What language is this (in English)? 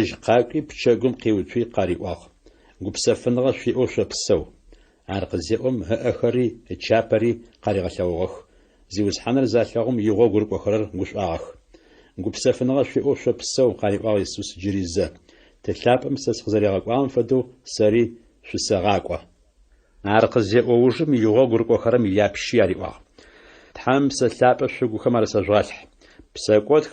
Adyghe